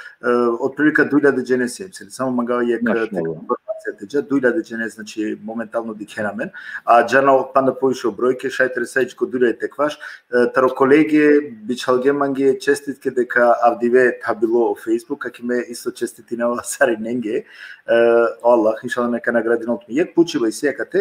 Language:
Balkan Romani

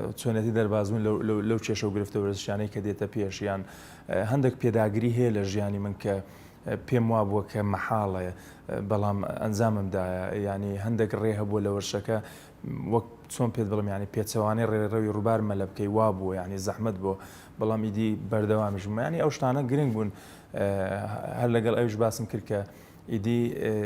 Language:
Central Kurdish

